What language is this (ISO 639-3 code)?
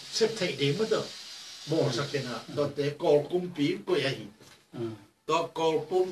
ctd